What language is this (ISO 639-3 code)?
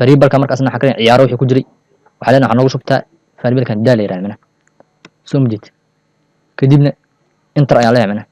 som